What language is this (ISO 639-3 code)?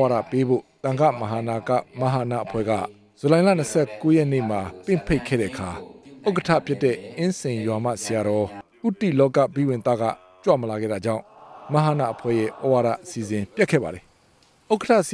mya